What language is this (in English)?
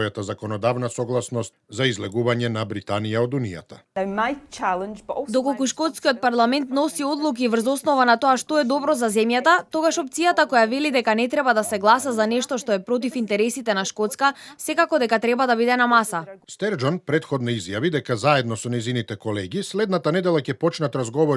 Macedonian